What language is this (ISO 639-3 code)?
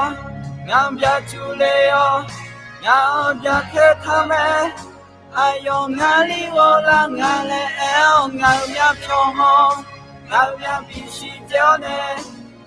ahk